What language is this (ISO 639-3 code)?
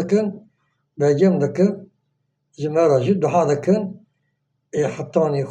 kur